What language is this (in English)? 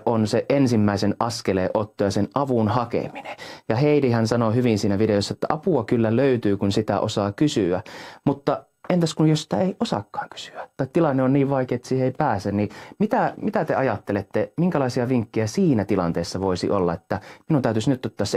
Finnish